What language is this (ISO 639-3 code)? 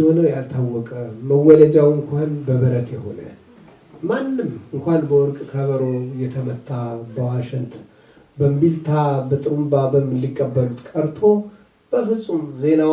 amh